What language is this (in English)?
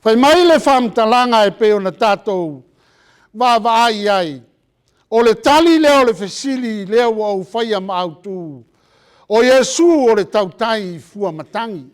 Samoan